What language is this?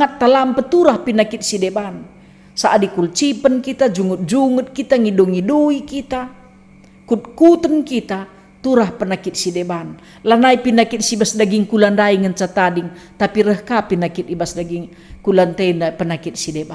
Batak Karo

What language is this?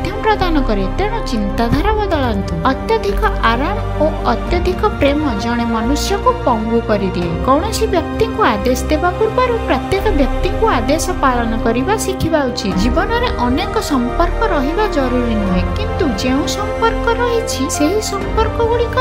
Odia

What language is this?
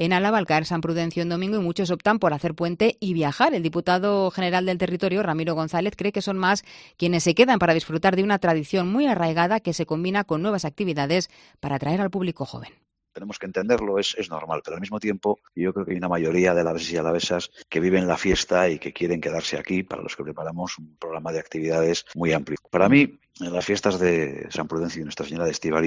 Spanish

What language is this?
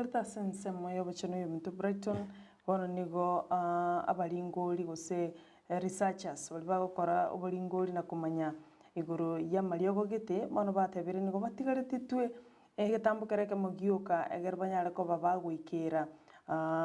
Gusii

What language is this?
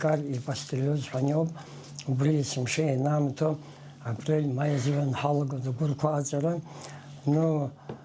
Abkhazian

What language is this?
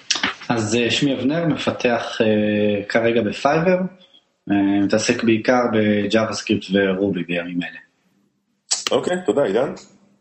Hebrew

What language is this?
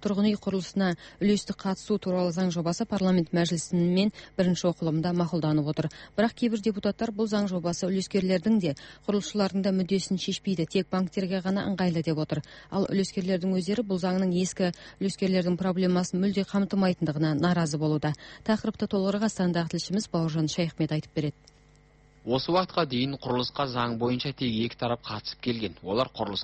Kazakh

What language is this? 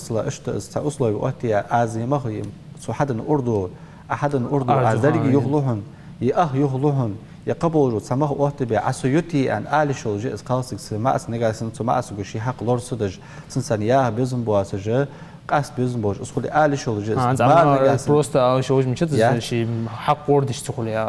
Ingush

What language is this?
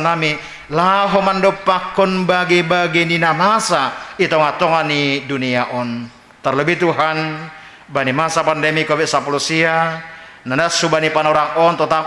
Batak Simalungun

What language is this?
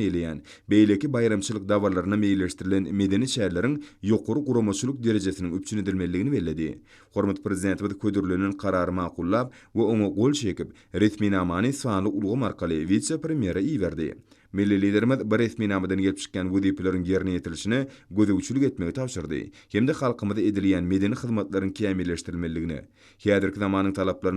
Turkmen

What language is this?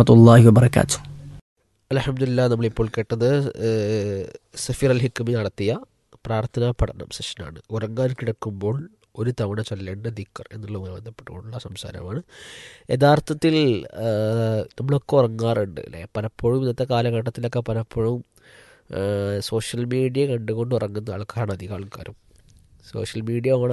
Malayalam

